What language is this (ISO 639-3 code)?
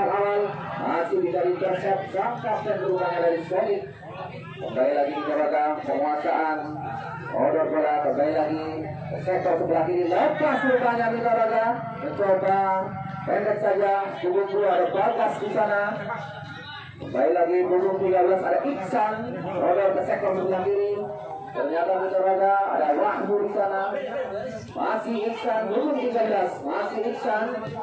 ind